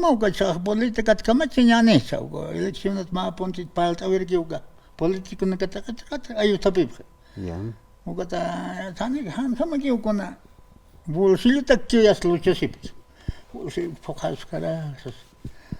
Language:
Aymara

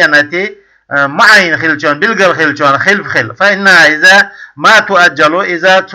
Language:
Chechen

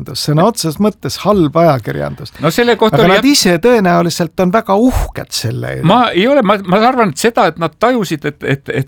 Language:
Estonian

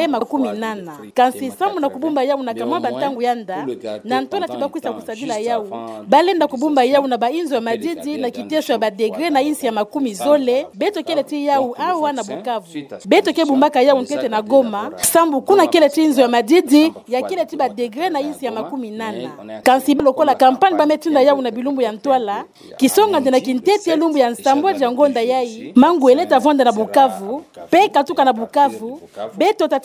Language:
Kituba (Democratic Republic of Congo)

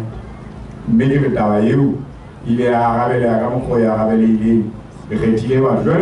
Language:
Southern Sotho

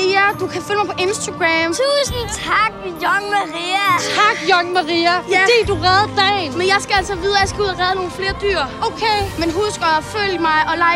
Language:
Danish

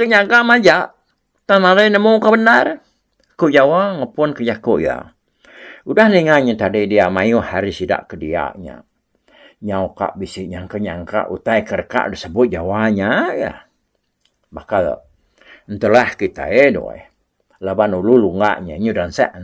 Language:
Iban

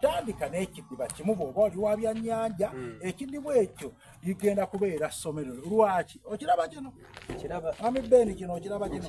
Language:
Soga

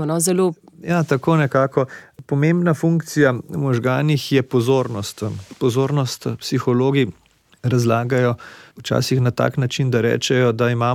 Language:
Slovenian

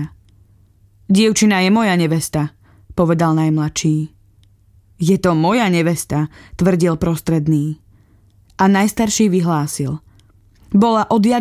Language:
Slovak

